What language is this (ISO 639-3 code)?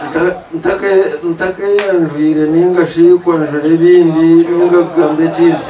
nyn